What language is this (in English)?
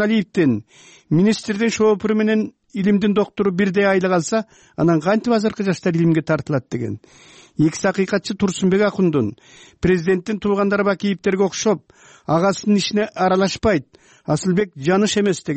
Kyrgyz